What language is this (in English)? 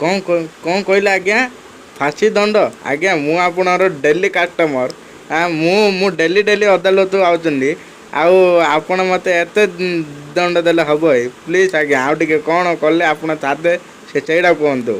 Odia